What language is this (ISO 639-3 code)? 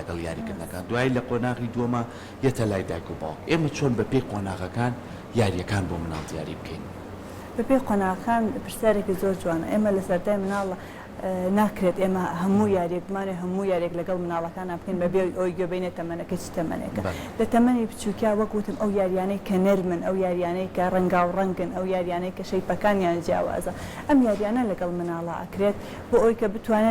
ckb